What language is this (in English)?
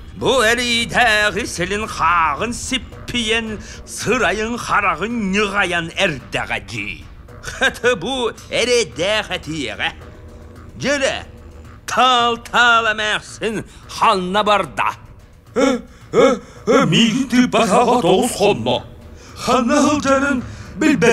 Yakut